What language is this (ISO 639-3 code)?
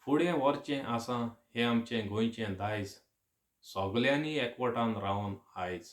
kok